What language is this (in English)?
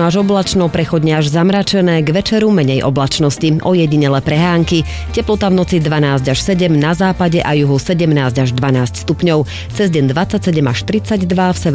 Slovak